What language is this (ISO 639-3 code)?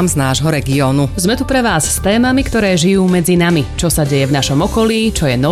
slk